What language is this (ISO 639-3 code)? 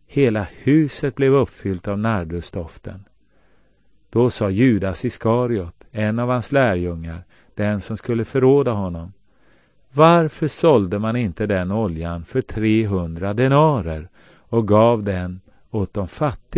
swe